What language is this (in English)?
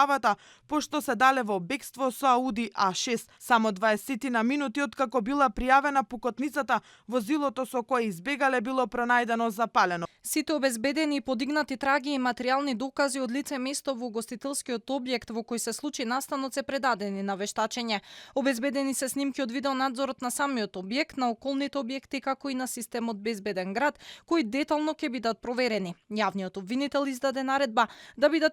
Macedonian